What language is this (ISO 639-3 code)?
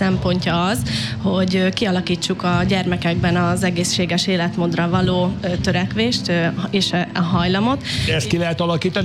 hun